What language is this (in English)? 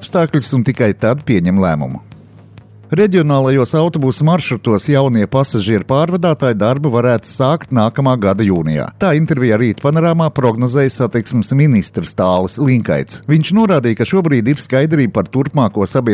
Latvian